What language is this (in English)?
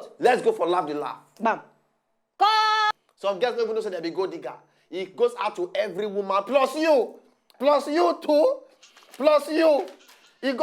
Nigerian Pidgin